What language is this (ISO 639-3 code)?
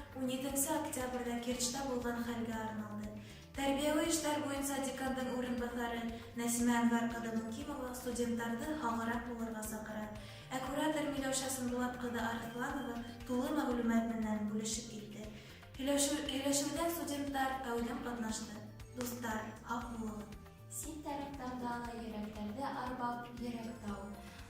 bak